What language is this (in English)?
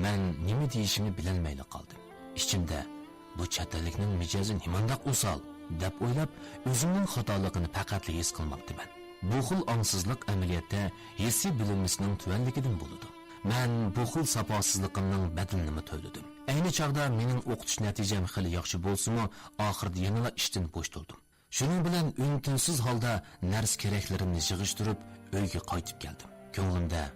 Uyghur